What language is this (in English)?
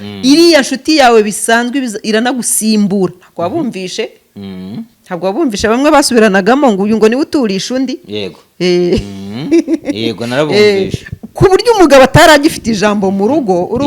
Kinyarwanda